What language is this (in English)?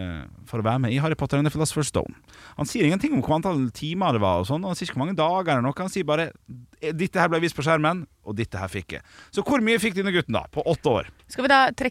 Norwegian